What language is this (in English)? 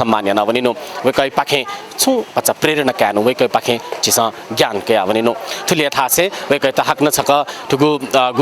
Newari